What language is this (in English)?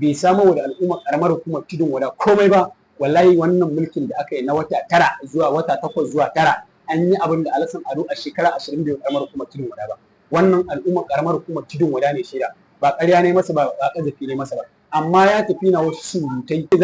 Hausa